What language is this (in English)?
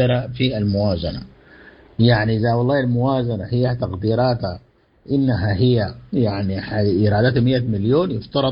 Sudanese Arabic